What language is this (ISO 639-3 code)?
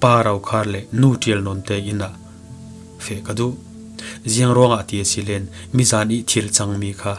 cfm